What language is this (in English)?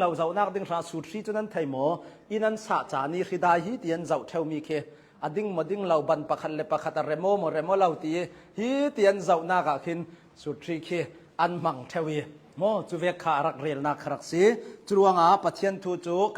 Hakha Chin